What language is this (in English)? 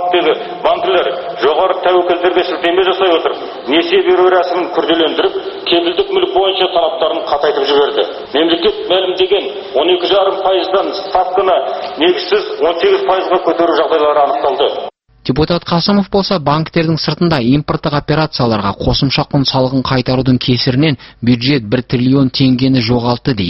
Kazakh